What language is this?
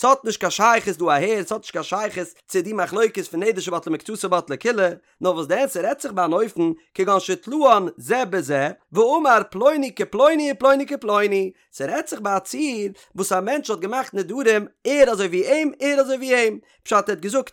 Yiddish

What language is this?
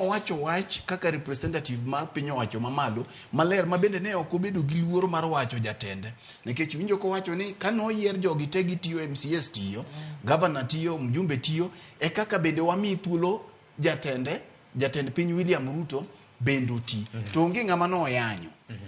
Luo (Kenya and Tanzania)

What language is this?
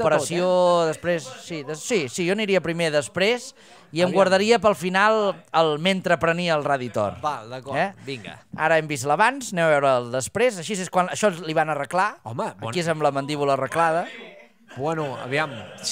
Catalan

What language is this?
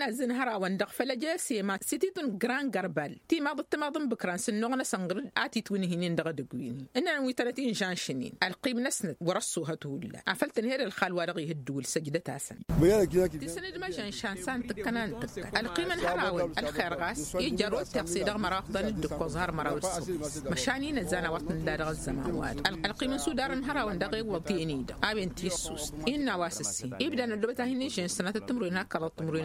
Tamasheq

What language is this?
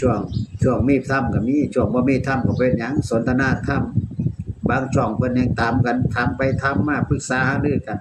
Northeastern Thai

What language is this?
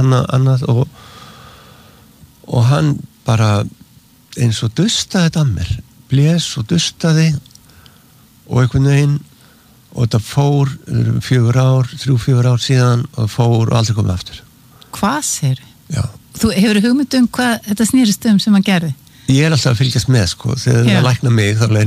Icelandic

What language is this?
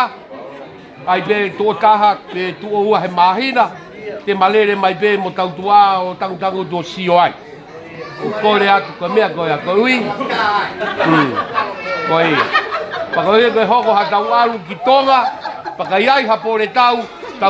Tongan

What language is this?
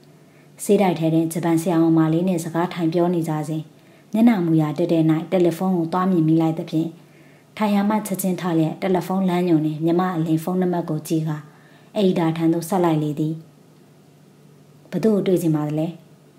Burmese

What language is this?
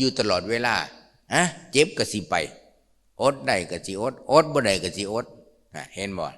Lao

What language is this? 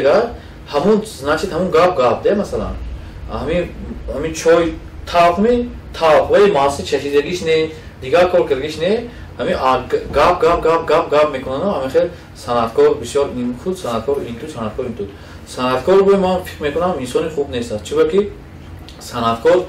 Tajik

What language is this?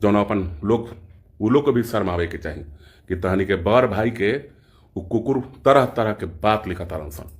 Bhojpuri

